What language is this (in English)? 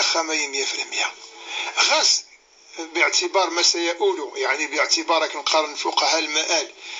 Kabyle